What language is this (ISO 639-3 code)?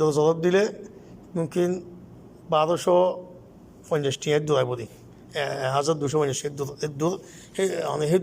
rhg